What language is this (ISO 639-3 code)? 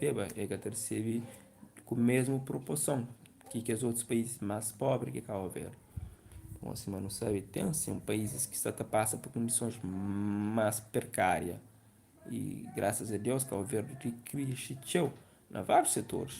kea